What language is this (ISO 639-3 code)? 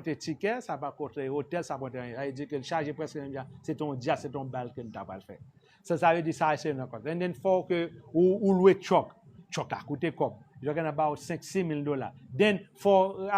hat